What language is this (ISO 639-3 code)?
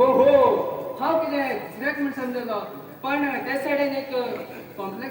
kok